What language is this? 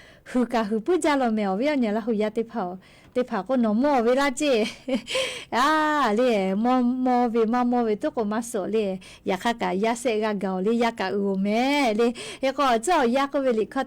Lahu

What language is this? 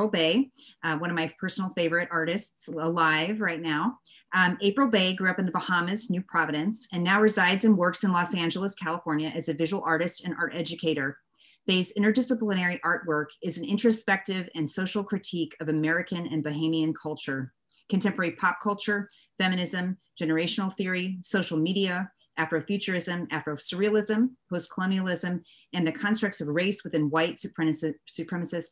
English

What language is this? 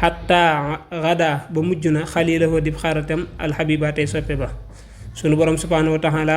Wolof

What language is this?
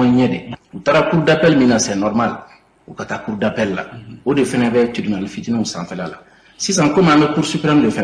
Bambara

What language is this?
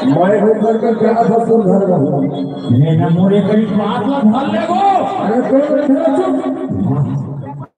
Chhattisgarhi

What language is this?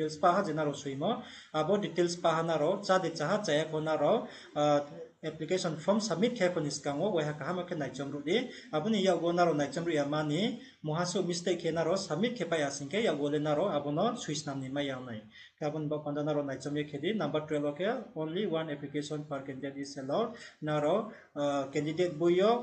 Riang (India)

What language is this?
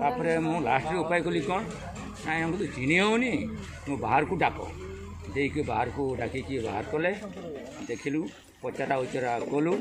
Santali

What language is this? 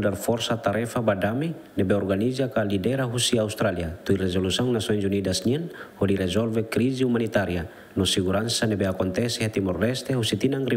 Tetum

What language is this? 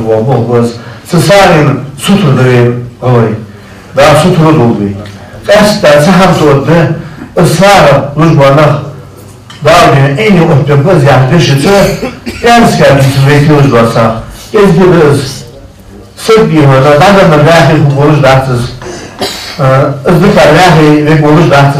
Ingush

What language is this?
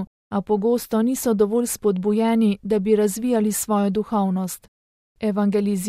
Slovenian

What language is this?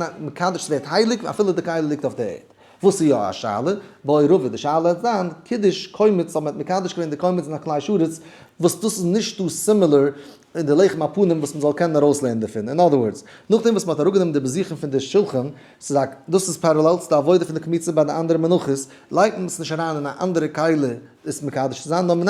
Yiddish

